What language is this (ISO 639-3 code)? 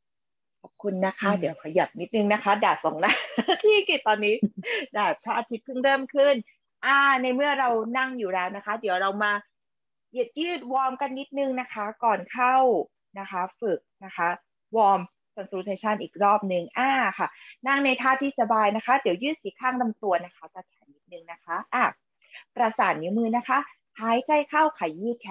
tha